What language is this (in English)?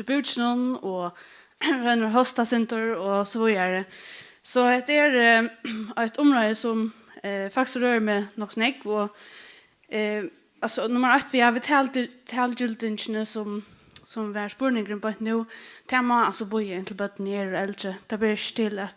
Faroese